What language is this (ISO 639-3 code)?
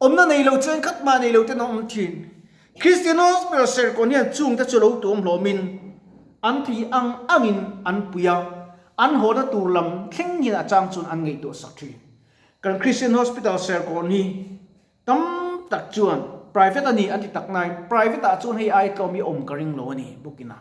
lus